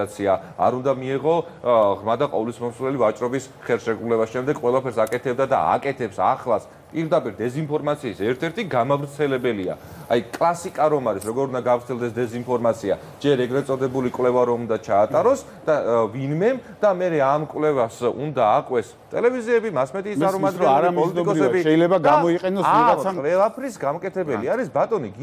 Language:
Georgian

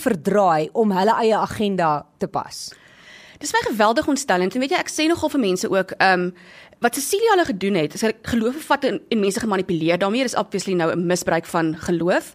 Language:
Afrikaans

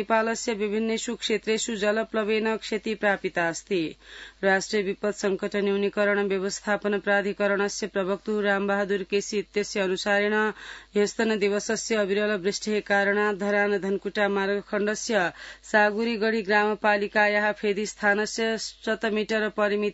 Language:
Sanskrit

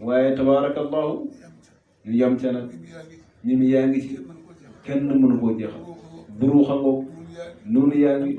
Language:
Wolof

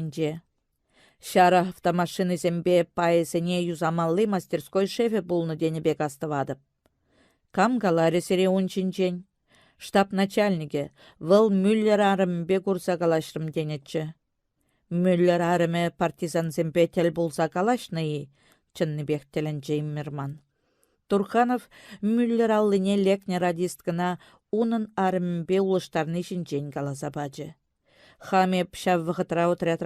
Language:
Chuvash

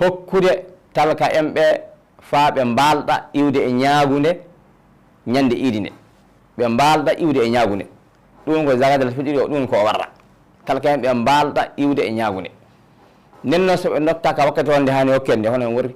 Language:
Fula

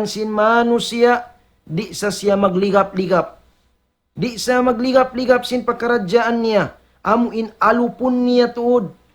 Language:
Tausug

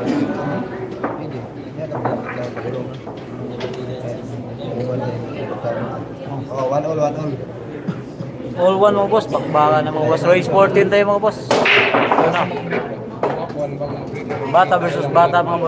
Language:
Filipino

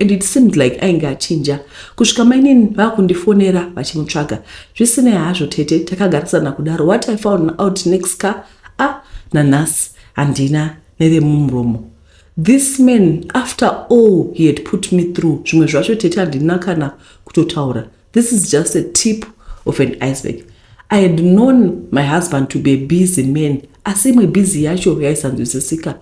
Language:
Shona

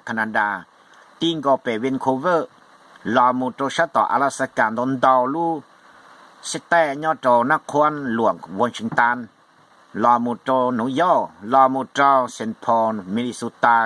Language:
Hmong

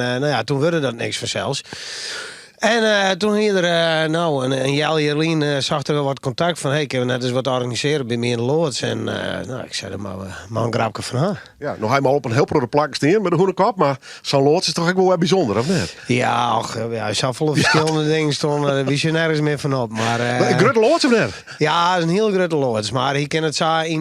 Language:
Western Frisian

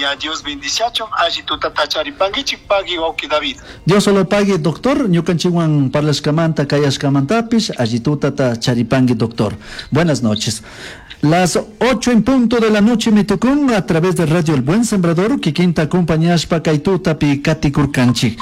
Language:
Chimborazo Highland Quichua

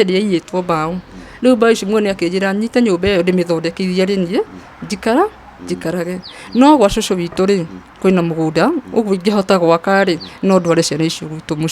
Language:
Kikuyu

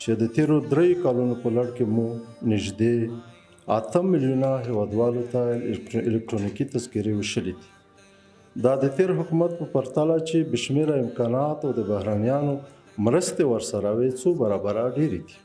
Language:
Pashto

